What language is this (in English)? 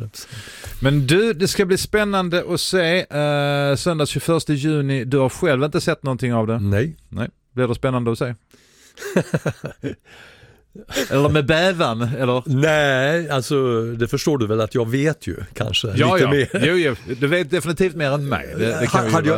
Swedish